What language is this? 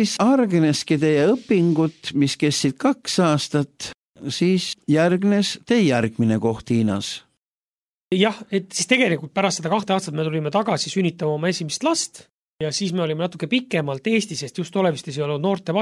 Estonian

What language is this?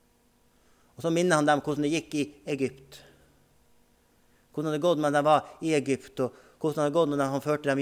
Norwegian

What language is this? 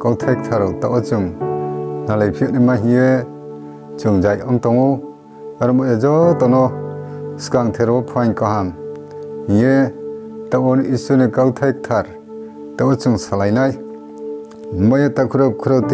Riang (India)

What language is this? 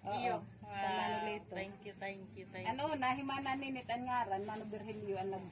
Waray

